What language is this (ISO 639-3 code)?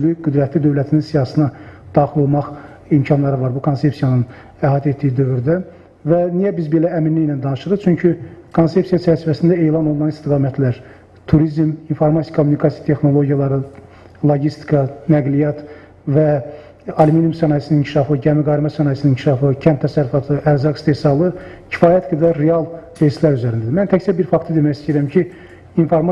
aze